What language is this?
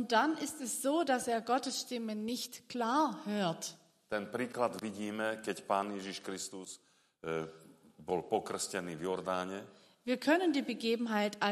Slovak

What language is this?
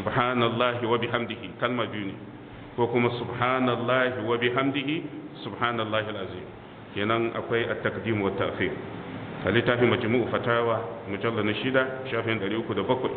Hausa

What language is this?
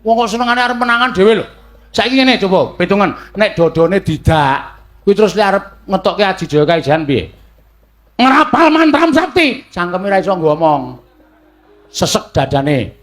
Javanese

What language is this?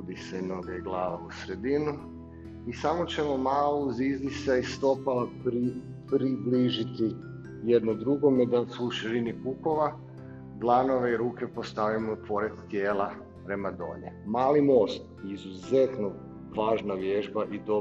Croatian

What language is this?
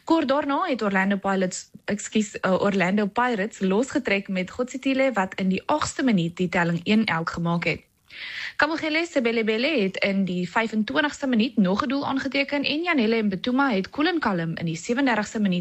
Afrikaans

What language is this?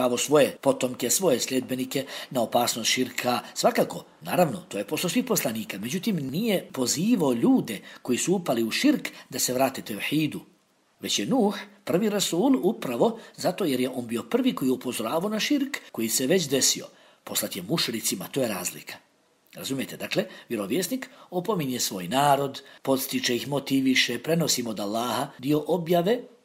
Bosnian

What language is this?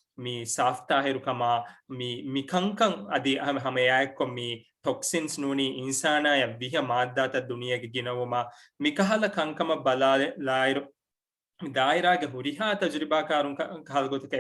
Divehi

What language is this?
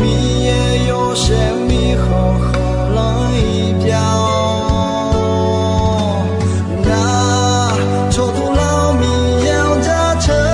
Akha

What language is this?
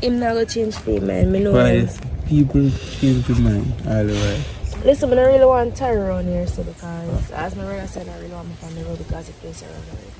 Jamaican Creole English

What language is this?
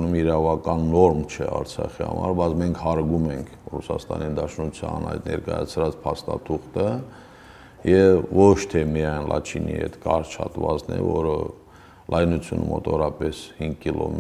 Armenian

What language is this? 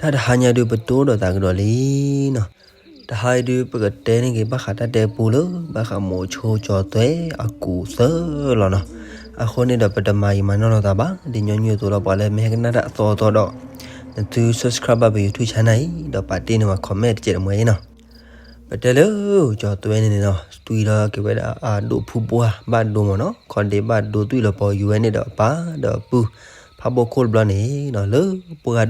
S'gaw Karen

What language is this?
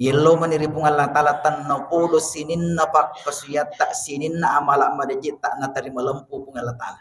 Buginese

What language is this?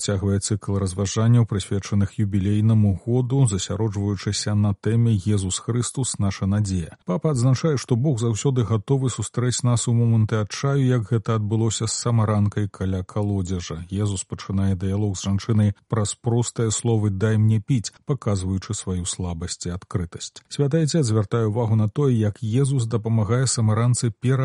Belarusian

